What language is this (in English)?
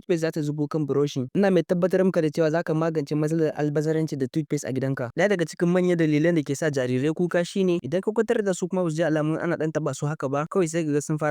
Hausa